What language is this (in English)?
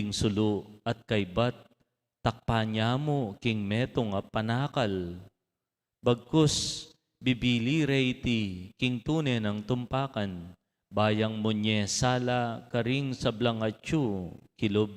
Pampanga